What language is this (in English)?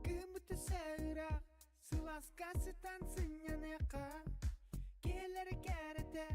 Yakut